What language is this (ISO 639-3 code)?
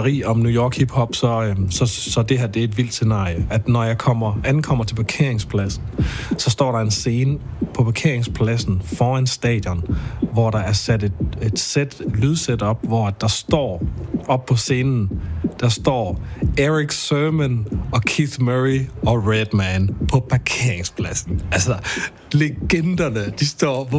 dan